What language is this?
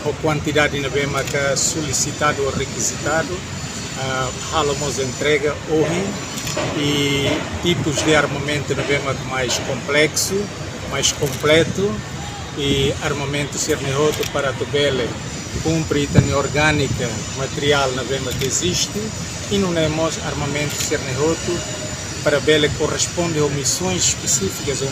Tetum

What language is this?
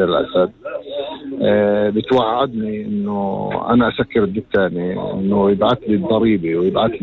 North Levantine Arabic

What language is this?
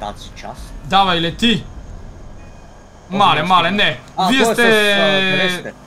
Bulgarian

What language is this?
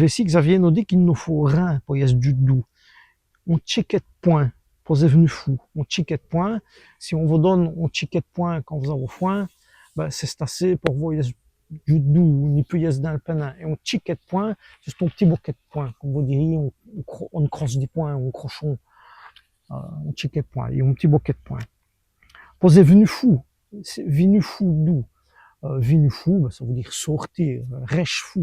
Walloon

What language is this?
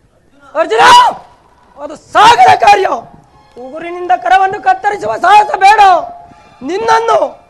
Kannada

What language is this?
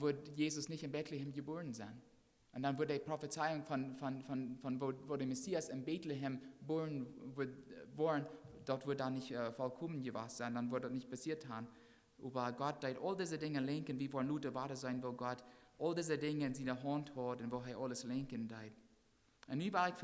Plautdietsch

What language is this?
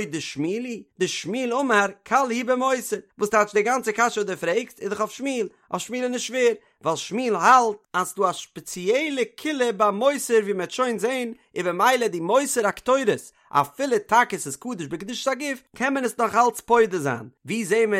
Yiddish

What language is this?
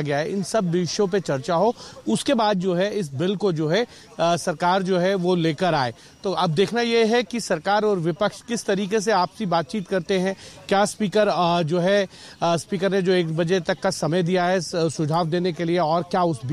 Hindi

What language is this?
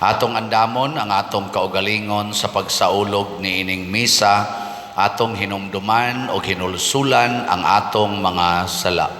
Cebuano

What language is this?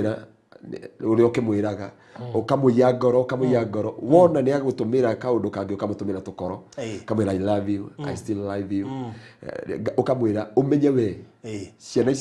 Kikuyu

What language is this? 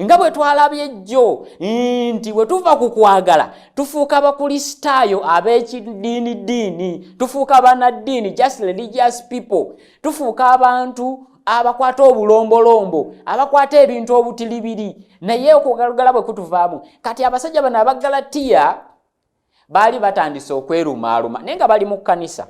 Ganda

